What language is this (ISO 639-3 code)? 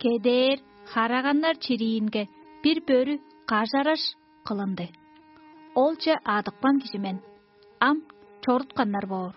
tyv